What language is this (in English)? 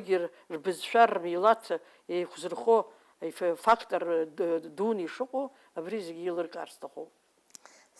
Abkhazian